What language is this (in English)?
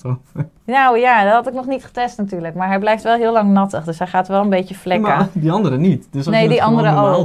Dutch